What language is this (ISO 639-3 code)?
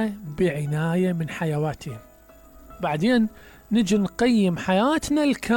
acm